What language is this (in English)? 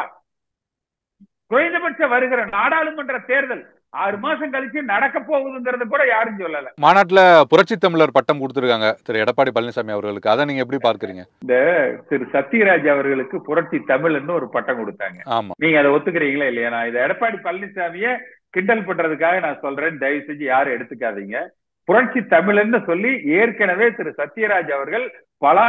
Tamil